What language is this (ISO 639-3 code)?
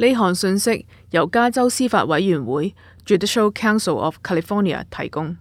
yue